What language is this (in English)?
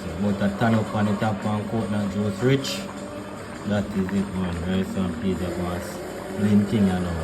Jamaican Creole English